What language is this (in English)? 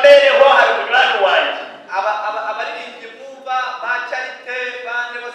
Nyankole